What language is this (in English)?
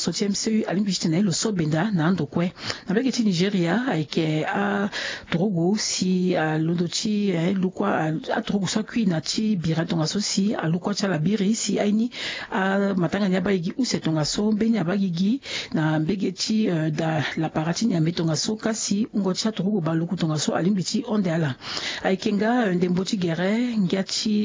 Sango